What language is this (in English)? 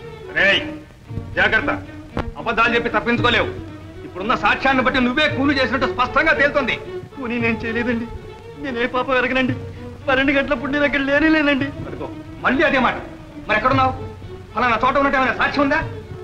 Telugu